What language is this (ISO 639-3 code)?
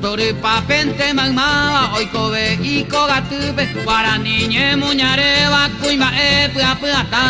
grn